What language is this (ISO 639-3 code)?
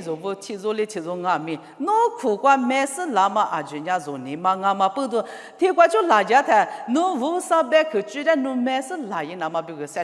lis